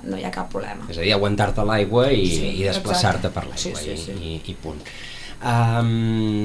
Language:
Catalan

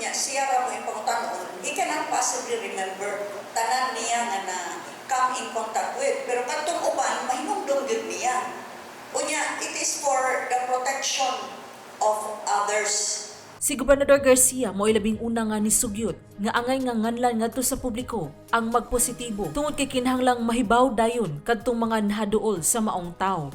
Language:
Cebuano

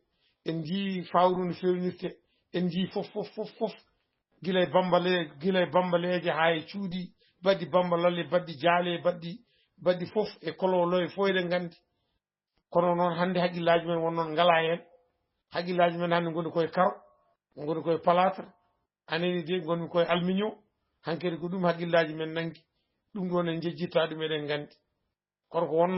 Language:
Fula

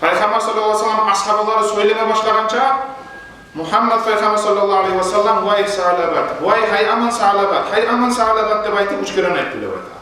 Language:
Kumyk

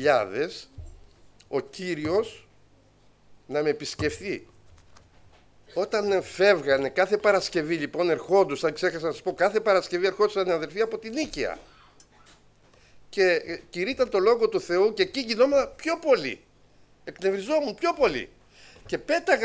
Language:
Greek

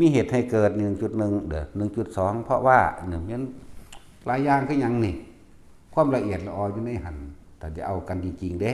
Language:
Northeastern Thai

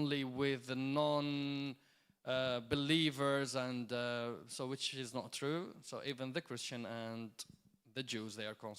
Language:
English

